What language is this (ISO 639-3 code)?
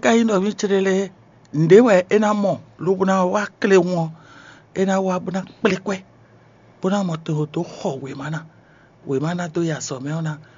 fon